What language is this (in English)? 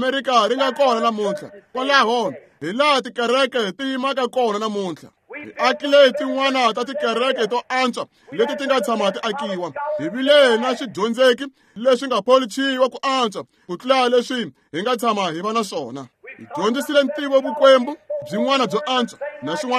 Tsonga